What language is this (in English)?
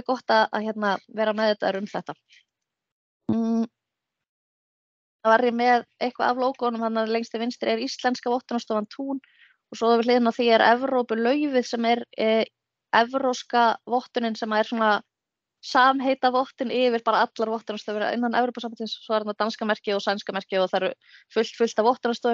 Icelandic